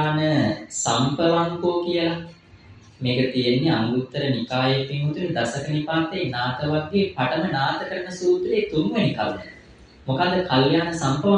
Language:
Sinhala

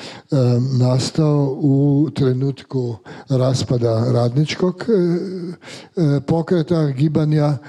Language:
Croatian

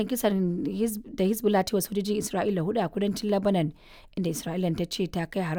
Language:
Hausa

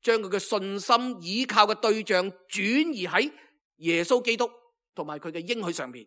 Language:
Cantonese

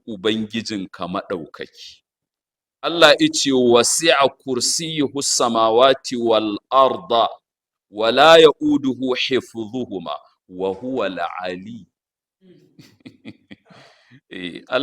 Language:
Hausa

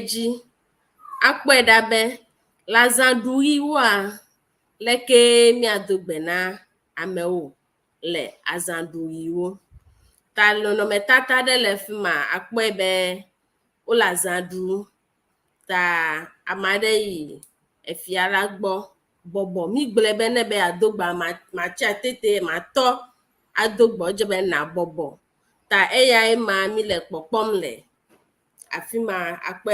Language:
Ewe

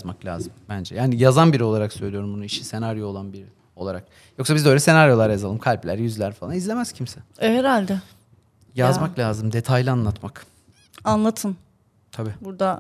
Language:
Turkish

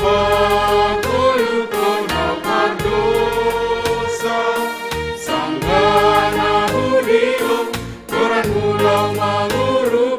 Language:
Batak Simalungun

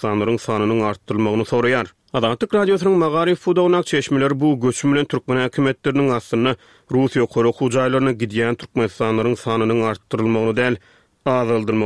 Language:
Turkmen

